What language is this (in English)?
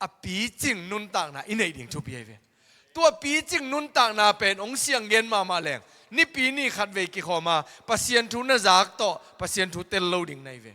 Tedim Chin